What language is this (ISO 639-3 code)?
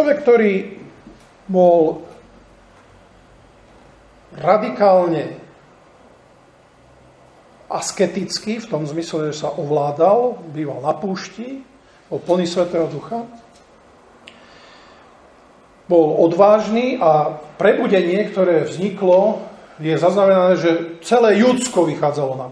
slk